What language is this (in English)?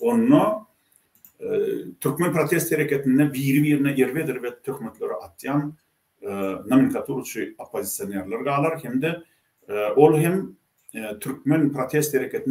Turkmen